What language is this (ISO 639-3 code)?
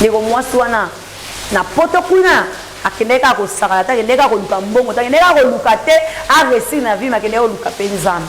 lin